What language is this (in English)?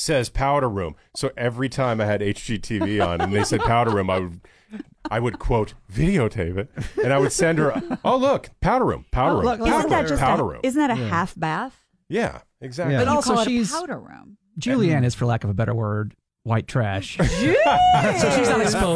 English